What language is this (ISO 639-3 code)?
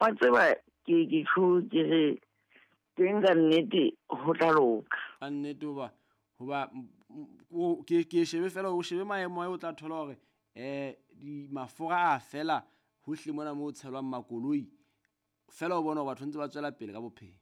sot